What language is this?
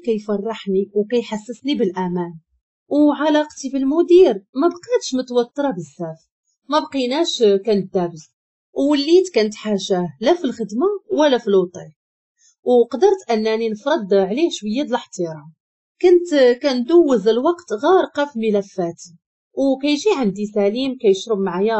Moroccan Arabic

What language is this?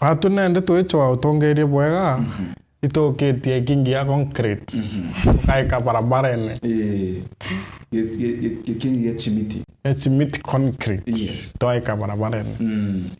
Meru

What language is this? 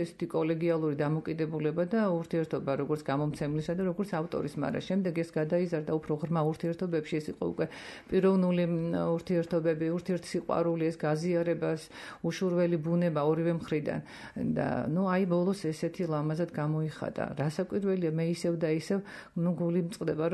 Georgian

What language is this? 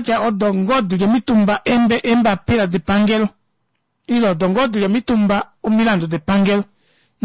Kuanyama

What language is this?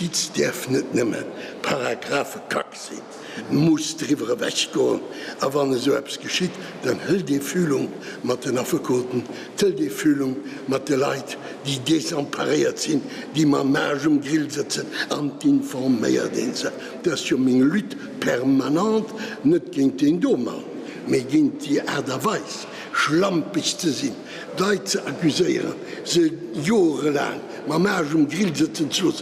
Luxembourgish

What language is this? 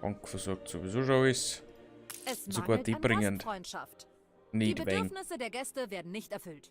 Bavarian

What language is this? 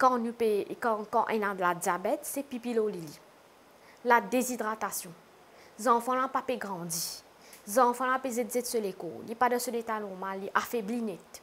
Morisyen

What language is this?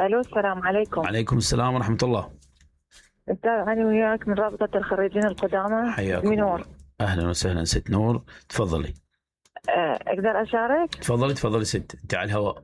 Mesopotamian Arabic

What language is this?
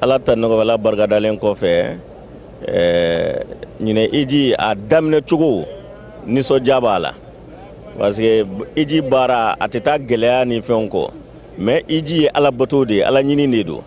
Bambara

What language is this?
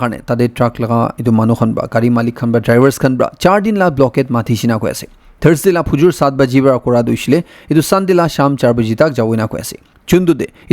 Naga Pidgin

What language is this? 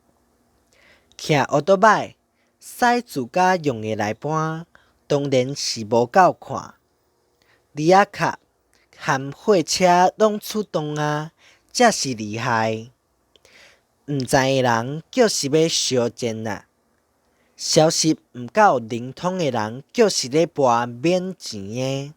Min Nan Chinese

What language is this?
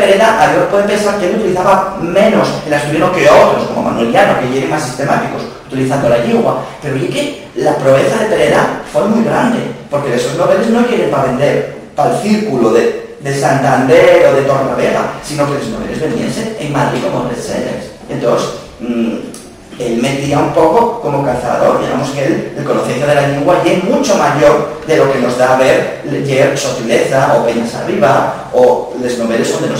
Asturian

